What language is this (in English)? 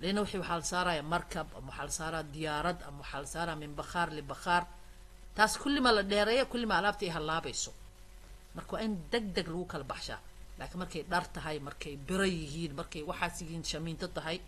Somali